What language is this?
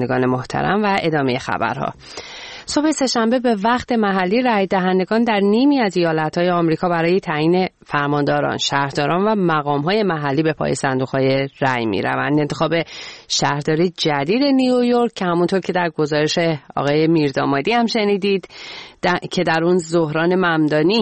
Persian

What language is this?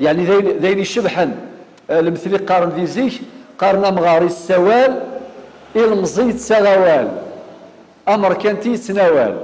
Kabyle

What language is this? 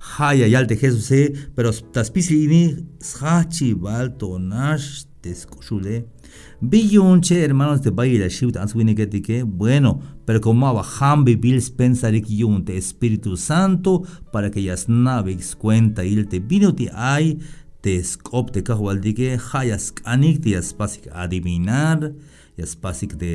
Tzeltal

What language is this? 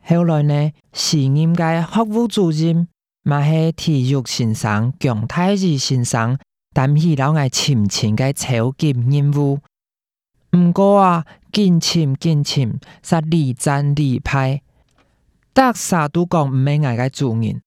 Hakka Chinese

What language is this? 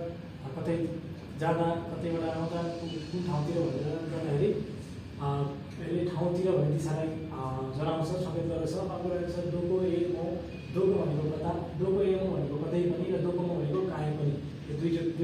Nepali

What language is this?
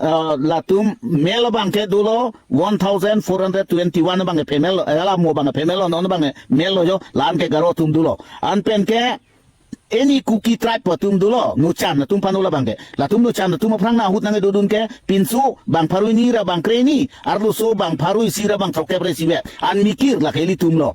Karbi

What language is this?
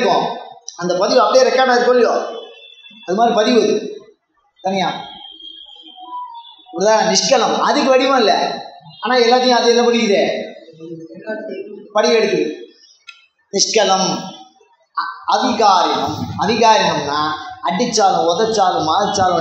Tamil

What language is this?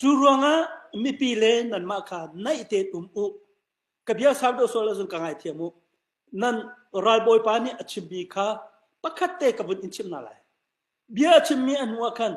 Hakha Chin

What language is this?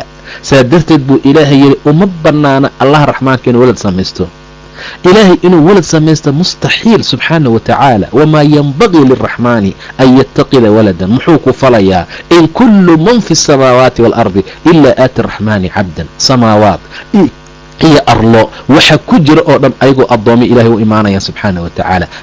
Somali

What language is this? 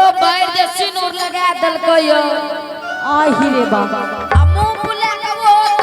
Angika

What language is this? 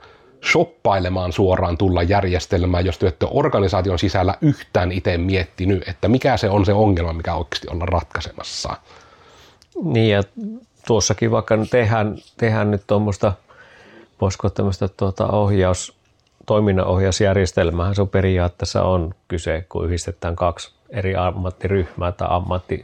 Finnish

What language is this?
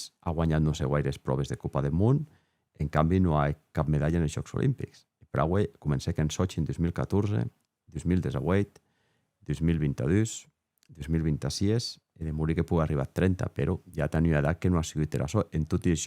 Occitan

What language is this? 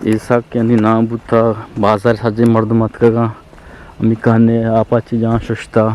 Eastern Balochi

